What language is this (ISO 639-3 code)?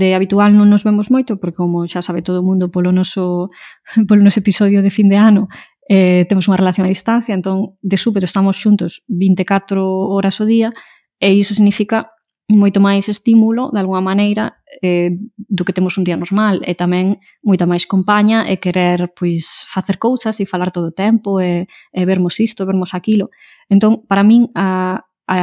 glg